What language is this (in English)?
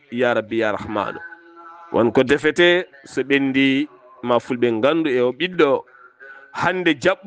Fula